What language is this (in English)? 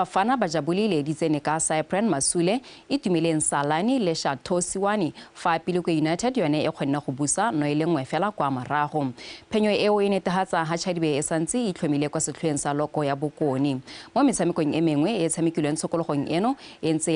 Tswana